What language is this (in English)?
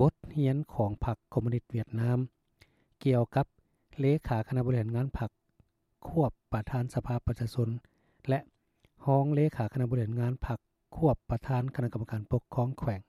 Lao